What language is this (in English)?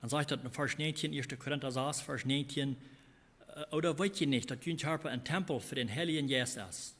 Plautdietsch